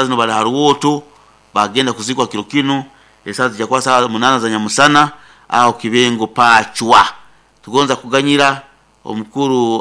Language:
Nyoro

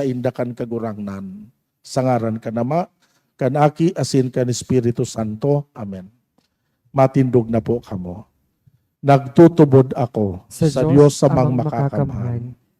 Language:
Bikol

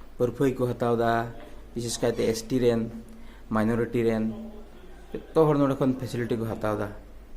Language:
Santali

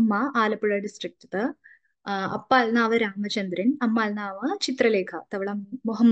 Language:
Konkani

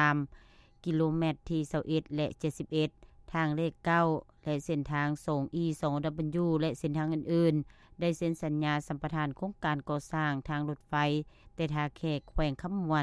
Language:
Lao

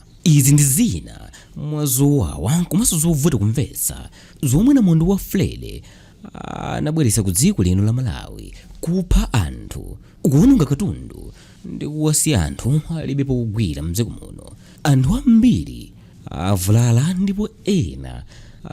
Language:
Nyanja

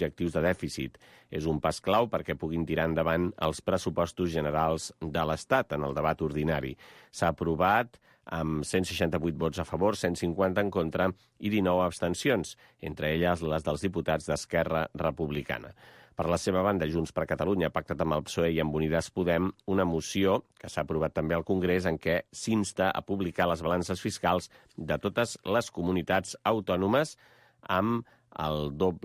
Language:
Catalan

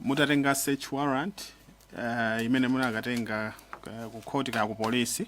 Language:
Nyanja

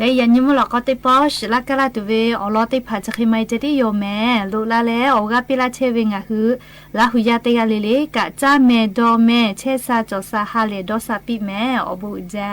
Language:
Lahu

